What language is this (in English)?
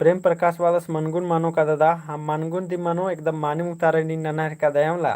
Kurukh